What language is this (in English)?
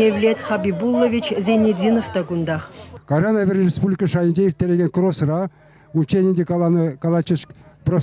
Chuvash